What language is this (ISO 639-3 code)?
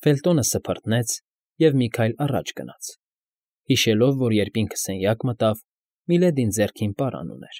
hye